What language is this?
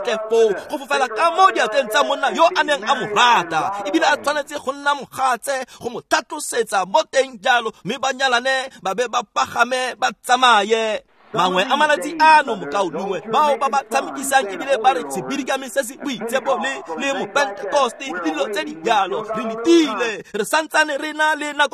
Tswana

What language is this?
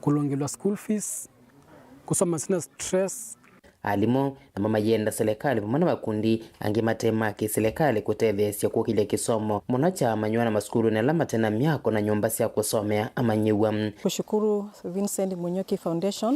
Kamba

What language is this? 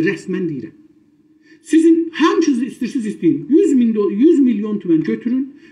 South Azerbaijani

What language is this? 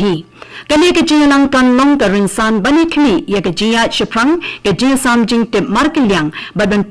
Khasi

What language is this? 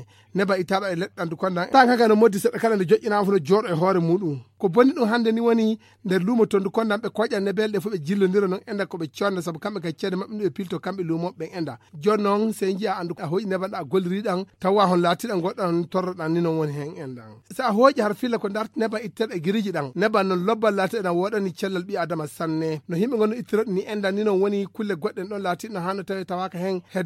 Fula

